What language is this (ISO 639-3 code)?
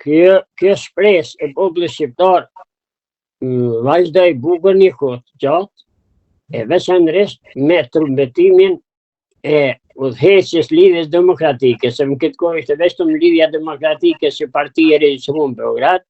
sqi